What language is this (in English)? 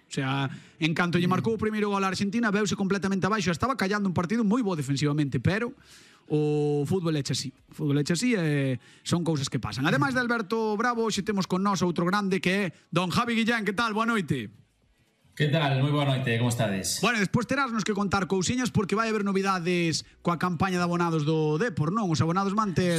Galician